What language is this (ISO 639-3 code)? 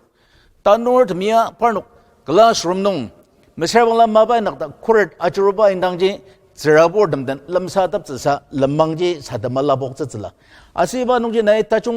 njo